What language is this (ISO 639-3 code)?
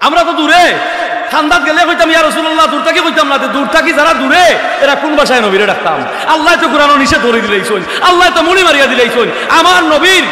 syl